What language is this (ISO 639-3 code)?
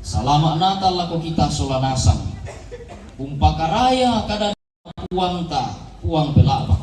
sda